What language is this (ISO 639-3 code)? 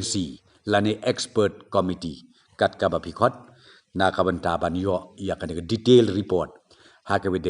kha